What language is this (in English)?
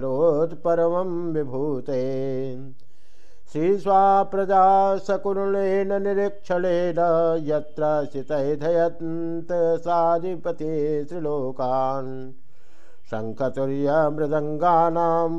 Sanskrit